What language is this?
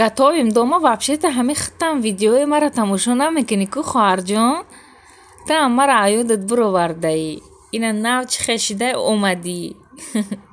Tajik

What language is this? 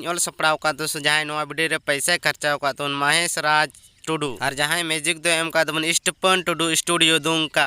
Santali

